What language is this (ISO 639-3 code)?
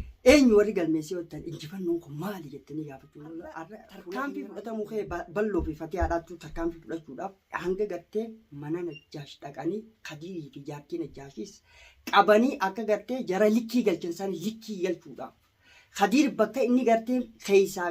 orm